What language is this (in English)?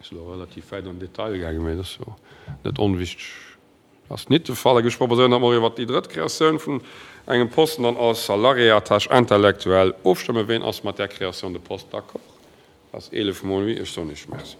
Luxembourgish